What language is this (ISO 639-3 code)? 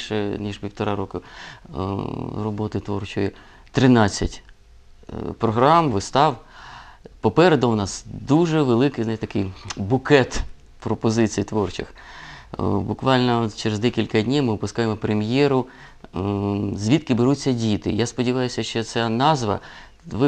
ukr